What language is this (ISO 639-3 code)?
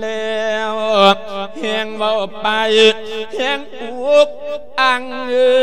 lao